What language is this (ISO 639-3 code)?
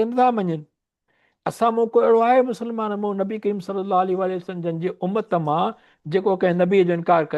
snd